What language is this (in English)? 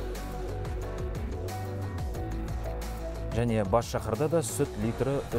Kazakh